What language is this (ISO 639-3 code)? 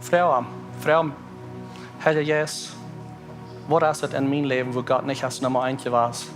pdt